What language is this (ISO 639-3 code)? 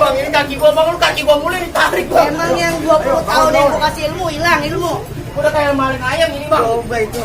bew